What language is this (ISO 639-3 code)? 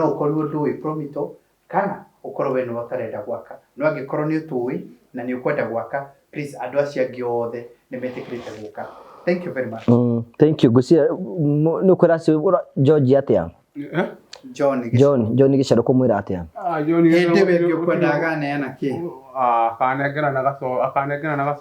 kik